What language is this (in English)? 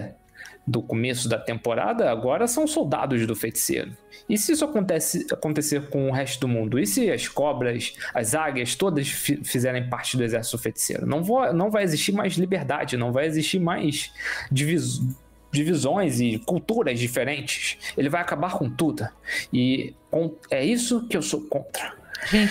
Portuguese